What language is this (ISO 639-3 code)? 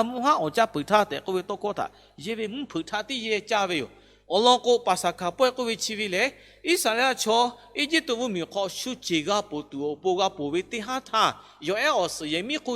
lhu